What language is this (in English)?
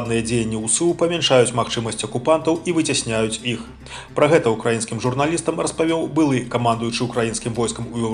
Belarusian